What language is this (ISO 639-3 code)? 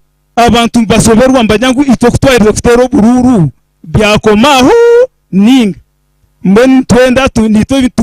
nyn